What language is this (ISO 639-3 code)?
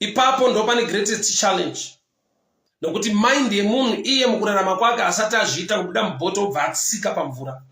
sna